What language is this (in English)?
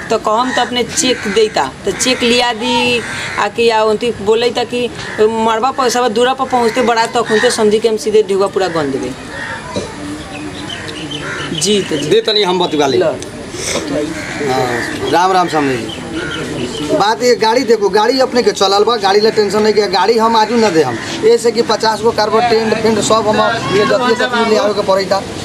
Bhojpuri